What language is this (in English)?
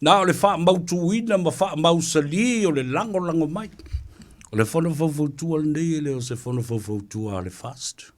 Samoan